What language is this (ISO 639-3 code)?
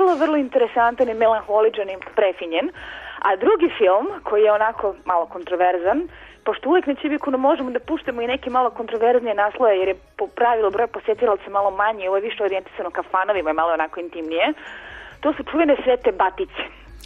srp